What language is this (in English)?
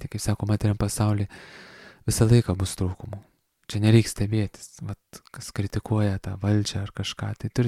Lithuanian